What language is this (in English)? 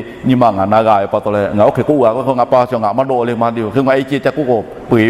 Lahu